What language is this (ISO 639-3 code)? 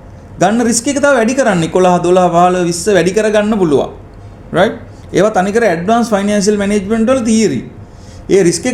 sin